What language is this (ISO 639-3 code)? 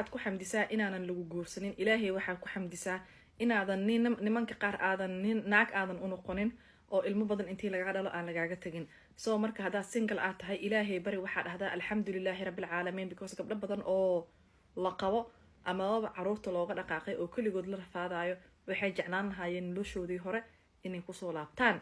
som